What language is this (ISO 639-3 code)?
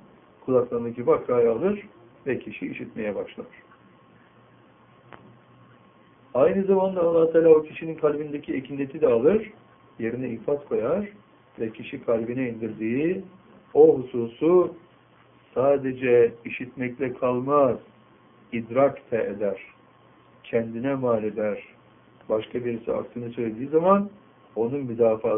tur